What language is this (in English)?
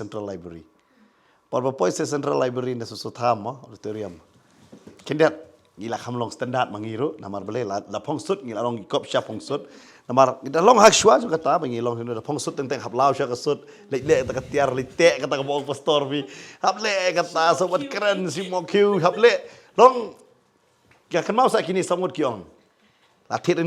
Khasi